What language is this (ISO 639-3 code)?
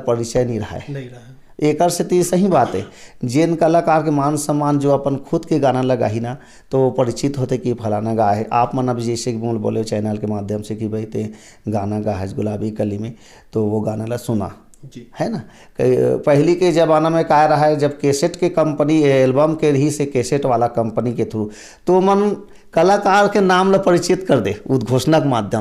hne